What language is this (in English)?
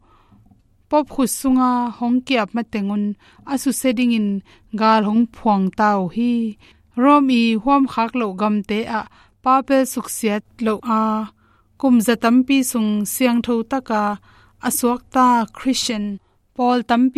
Tedim Chin